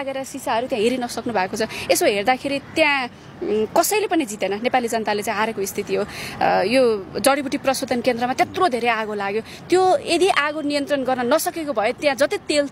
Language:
Nepali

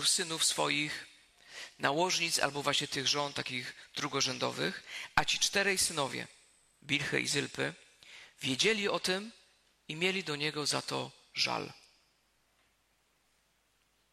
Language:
Polish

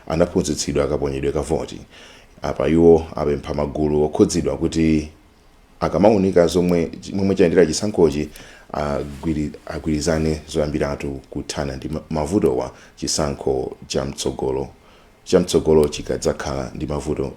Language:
Nyanja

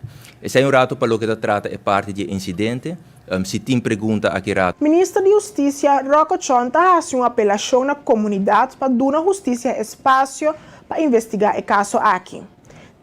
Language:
Papiamento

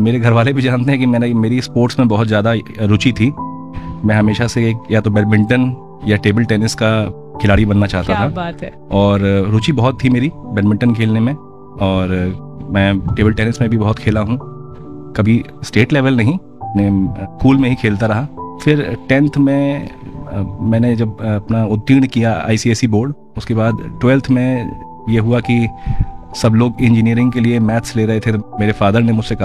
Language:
Hindi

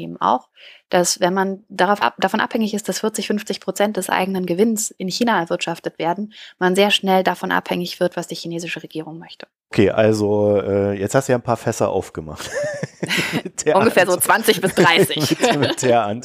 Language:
German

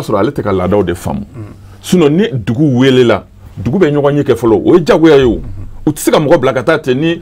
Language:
Bambara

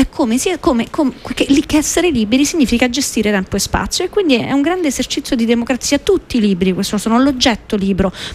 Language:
Italian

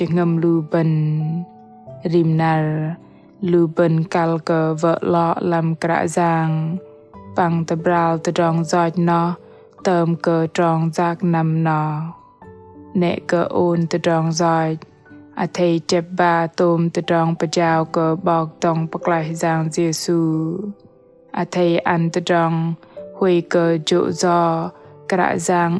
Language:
Bahnar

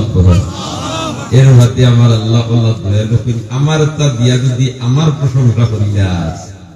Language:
Sylheti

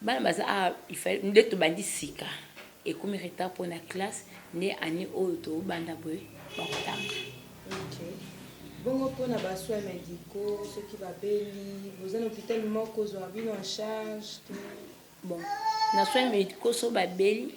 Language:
Lingala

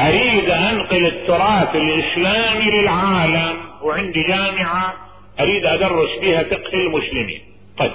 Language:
Mesopotamian Arabic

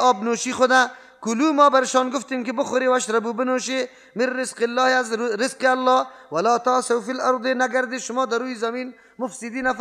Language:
Persian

